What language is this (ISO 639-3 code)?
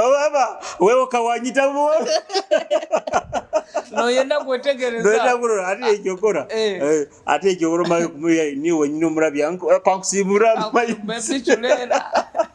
nyo